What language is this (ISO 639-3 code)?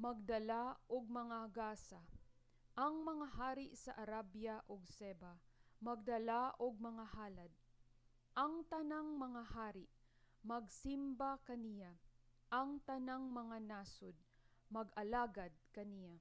ceb